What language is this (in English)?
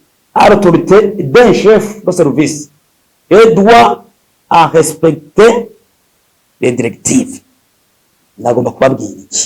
Rundi